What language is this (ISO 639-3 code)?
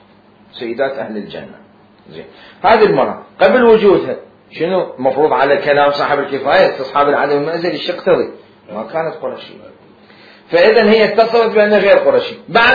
acm